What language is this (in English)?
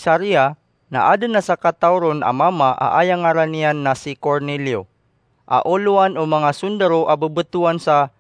Maranao